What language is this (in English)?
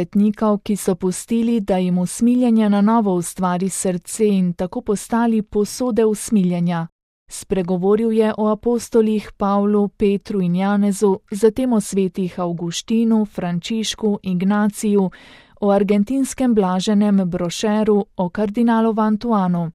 Slovenian